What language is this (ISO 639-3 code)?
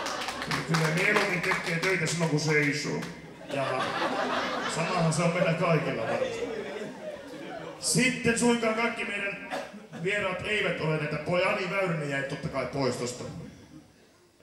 fin